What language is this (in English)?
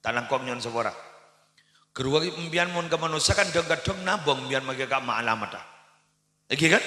Madurese